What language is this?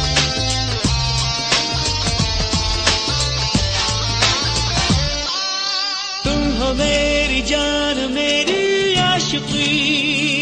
Hindi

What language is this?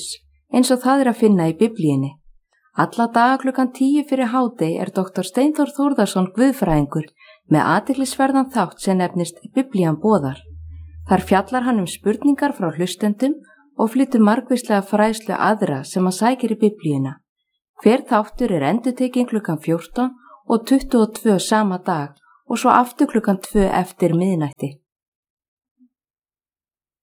Icelandic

